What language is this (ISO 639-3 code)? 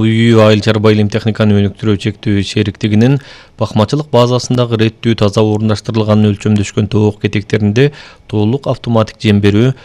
kir